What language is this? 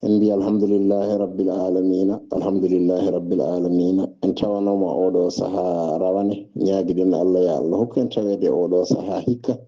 Fula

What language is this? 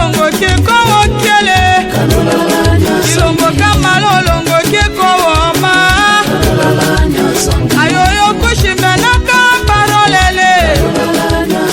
Tetela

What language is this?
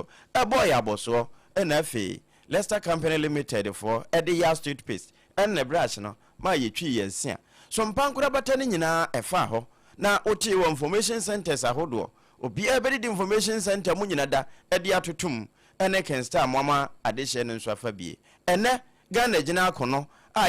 Akan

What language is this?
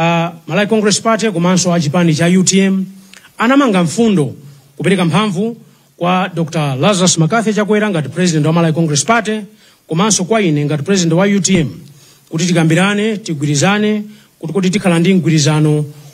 Nyanja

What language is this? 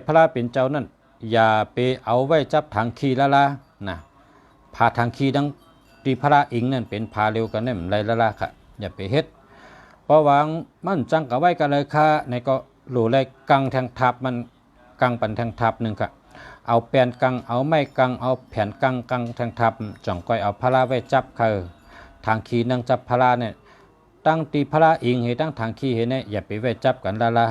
Shan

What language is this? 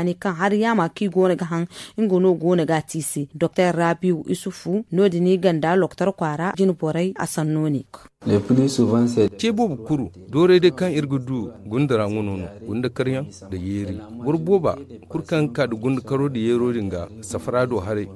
Zarma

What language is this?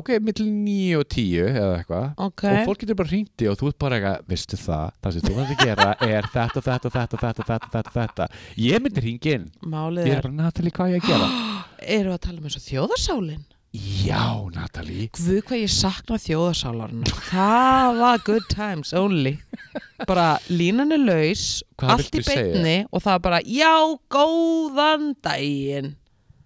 Icelandic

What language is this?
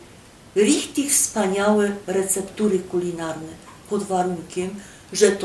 Silesian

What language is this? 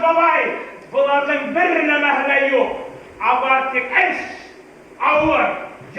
Bashkir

